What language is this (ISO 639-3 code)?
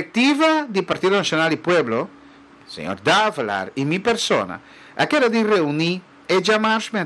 pap